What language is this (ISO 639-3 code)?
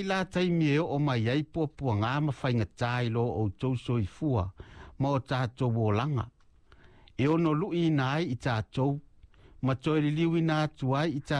smo